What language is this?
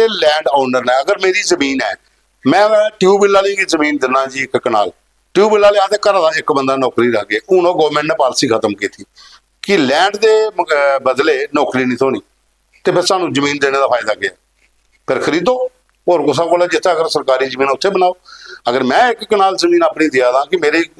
Dogri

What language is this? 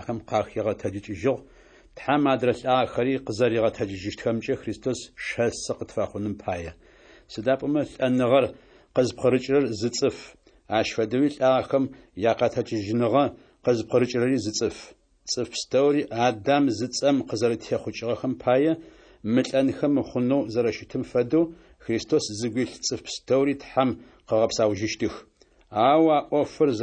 Adyghe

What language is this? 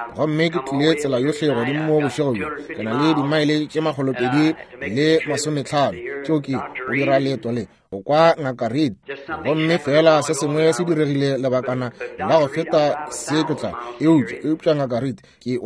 Northern Sotho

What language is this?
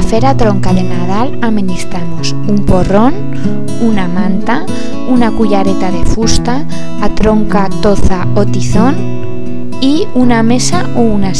Aragonese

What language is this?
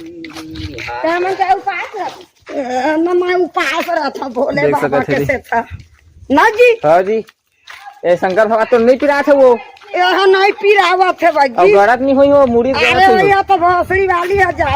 Chhattisgarhi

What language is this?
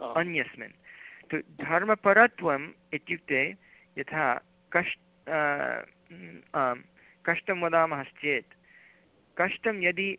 Sanskrit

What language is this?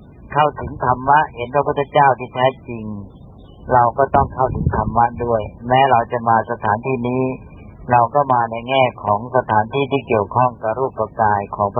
Thai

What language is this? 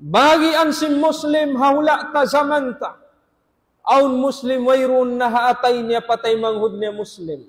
Tausug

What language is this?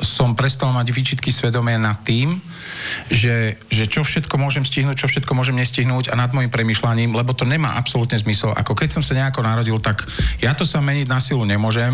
Slovak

